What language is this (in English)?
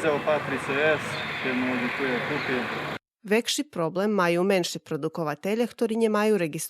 Rusyn